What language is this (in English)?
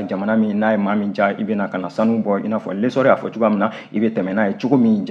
Bambara